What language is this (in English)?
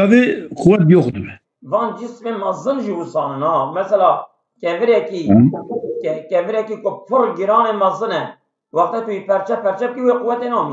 Kurdish